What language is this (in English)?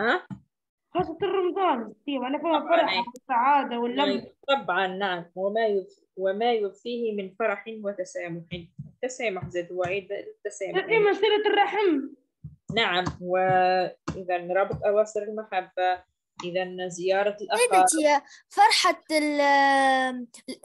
Arabic